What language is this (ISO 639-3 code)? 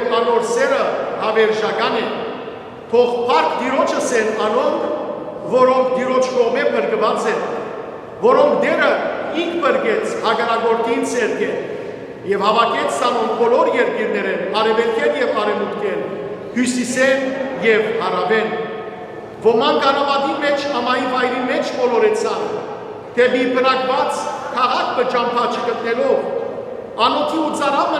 hyw